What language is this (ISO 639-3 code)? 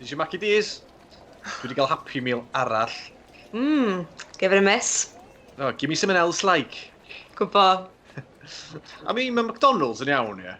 cym